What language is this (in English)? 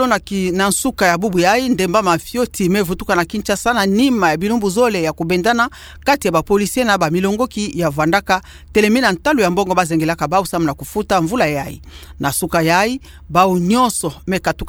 Kituba (Democratic Republic of Congo)